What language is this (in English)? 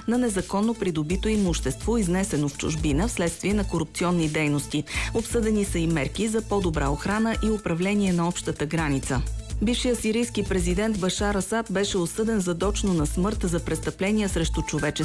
Bulgarian